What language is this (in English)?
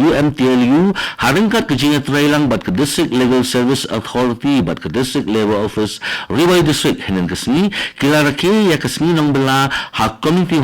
Khasi